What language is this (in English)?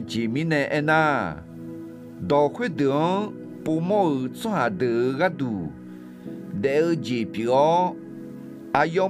Akha